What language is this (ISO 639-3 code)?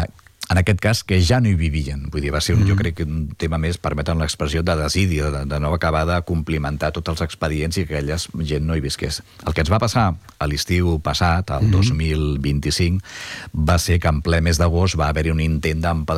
cat